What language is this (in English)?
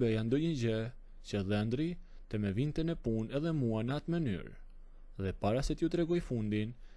Albanian